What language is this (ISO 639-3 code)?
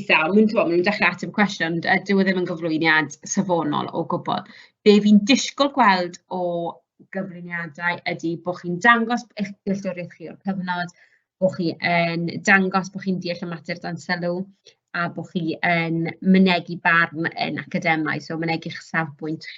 cym